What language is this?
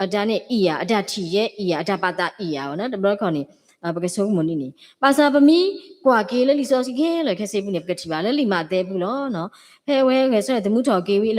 S'gaw Karen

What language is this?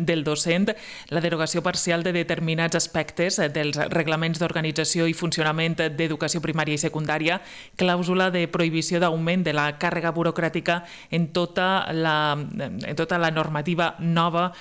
Catalan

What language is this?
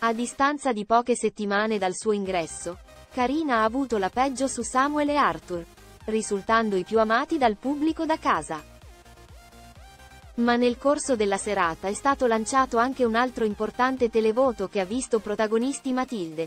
Italian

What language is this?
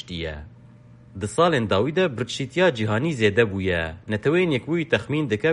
Kurdish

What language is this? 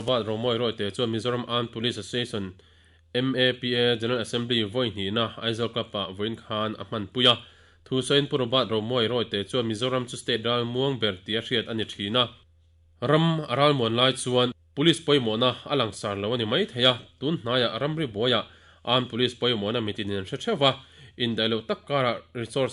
Mizo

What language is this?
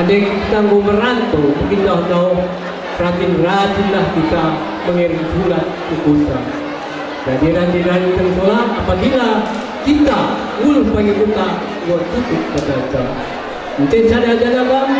Batak Karo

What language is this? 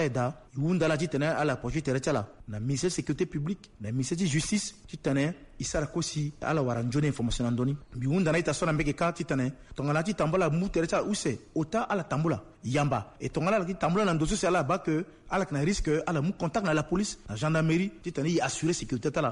Sango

